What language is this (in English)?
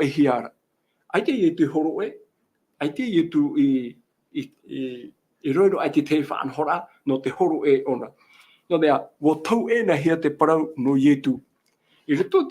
Tahitian